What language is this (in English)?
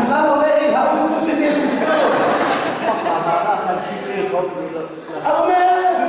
Hakha Chin